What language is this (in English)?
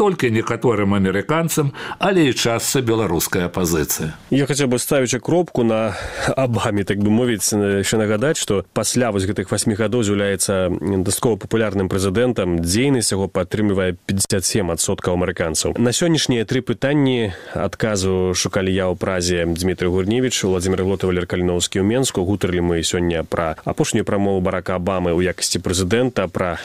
Belarusian